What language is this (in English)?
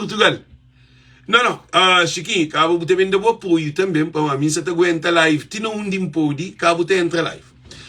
Kabuverdianu